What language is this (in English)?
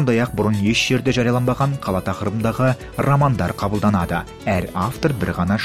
Kazakh